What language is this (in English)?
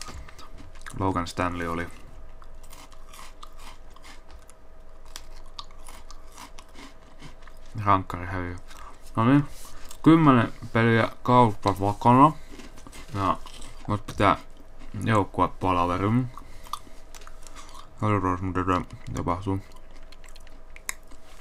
Finnish